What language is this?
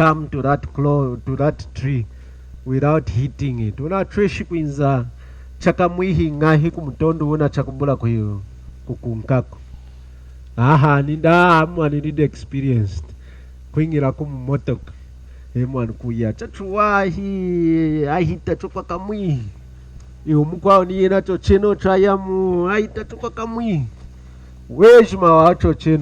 Lunda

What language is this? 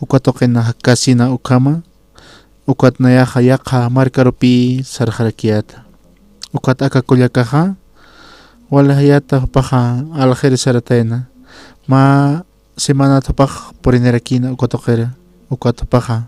Aymara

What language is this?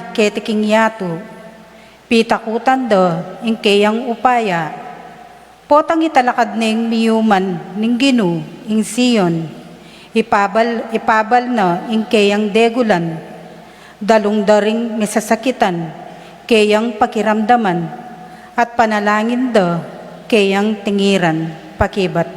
Pampanga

